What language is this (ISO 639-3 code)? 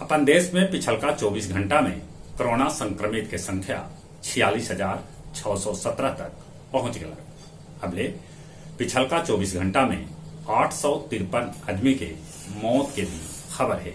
mag